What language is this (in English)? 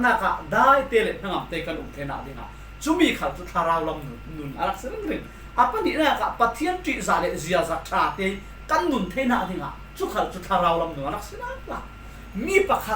Falam Chin